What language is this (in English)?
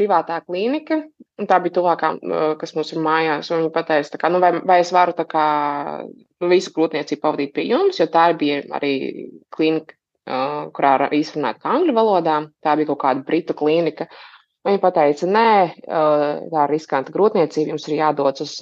Latvian